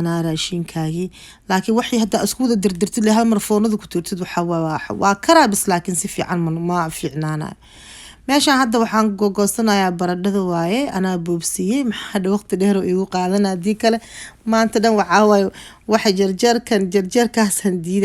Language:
Somali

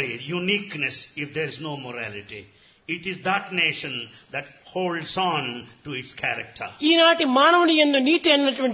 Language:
Telugu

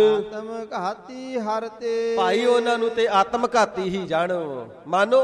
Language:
Punjabi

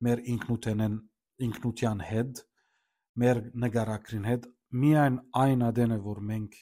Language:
Western Armenian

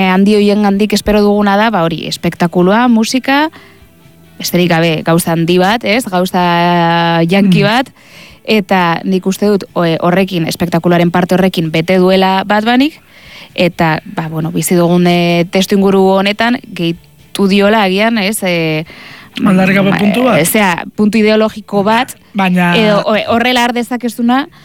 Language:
Basque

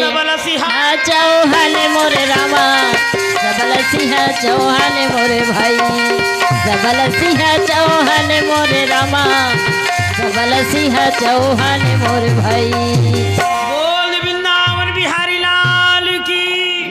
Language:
Chhattisgarhi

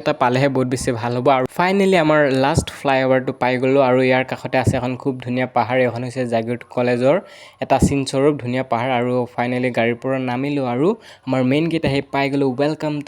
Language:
Assamese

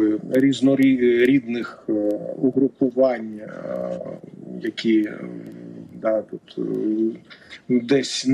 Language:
Ukrainian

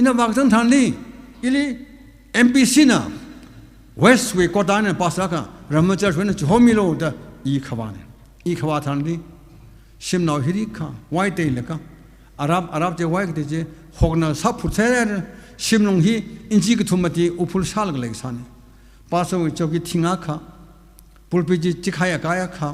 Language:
Tangkhul Naga (India)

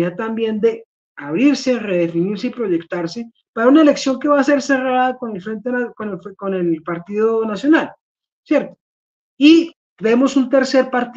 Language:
Spanish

